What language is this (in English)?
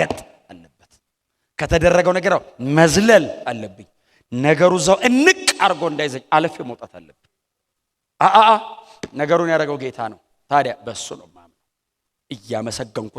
Amharic